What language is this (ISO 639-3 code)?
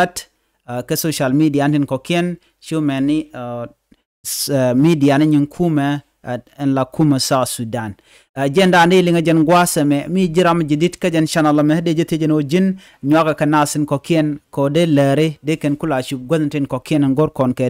nus